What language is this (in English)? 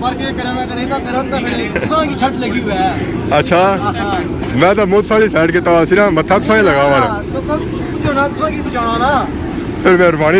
Pahari-Potwari